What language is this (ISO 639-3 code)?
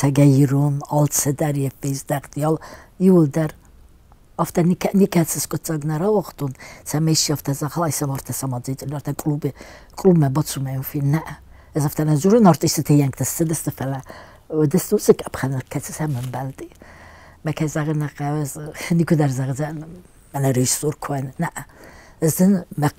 oss